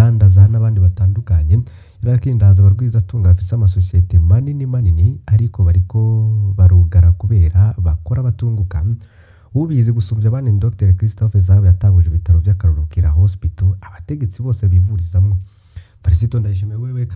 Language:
Rundi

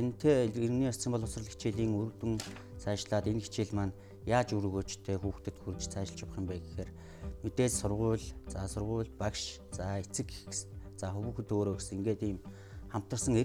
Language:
Mongolian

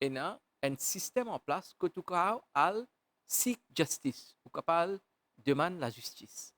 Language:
Morisyen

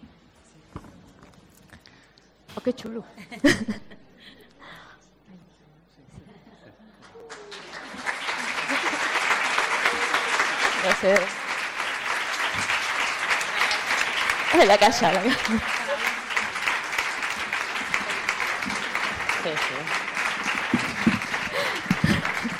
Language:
Catalan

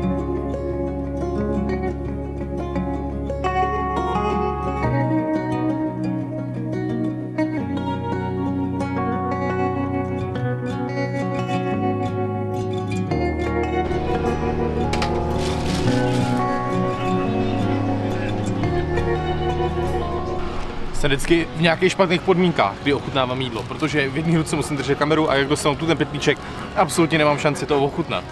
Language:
Czech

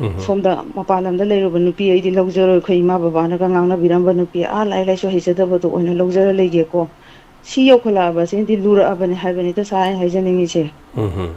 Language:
Manipuri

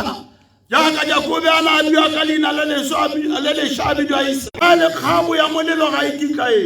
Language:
Tswana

